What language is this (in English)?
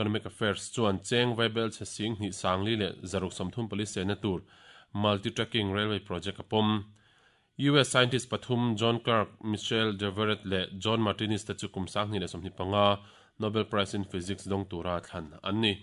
Mizo